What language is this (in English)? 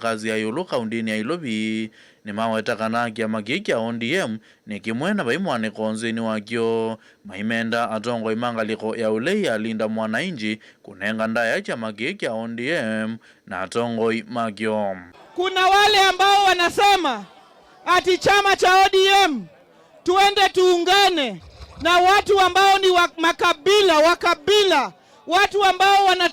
Kamba